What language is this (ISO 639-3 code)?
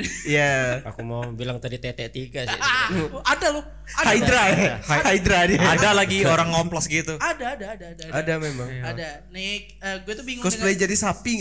ind